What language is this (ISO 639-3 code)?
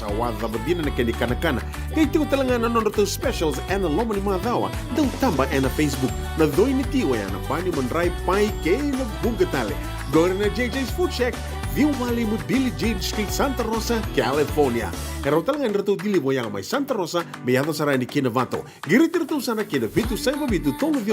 fij